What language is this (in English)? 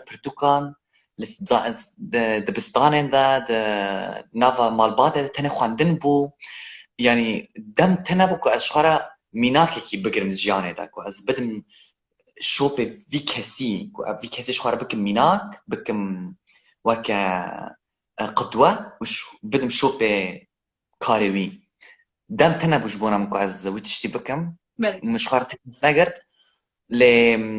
Kurdish